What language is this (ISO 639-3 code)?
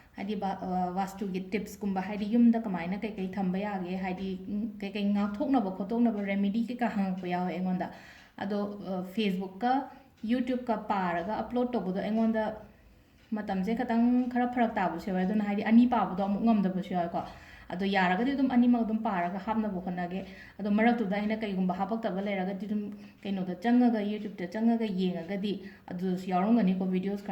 mni